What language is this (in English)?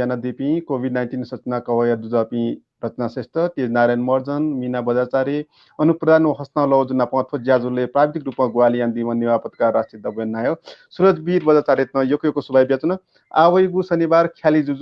Newari